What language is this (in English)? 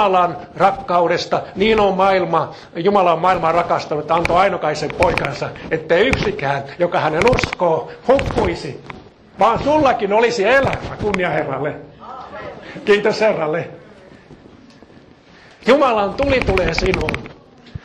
Finnish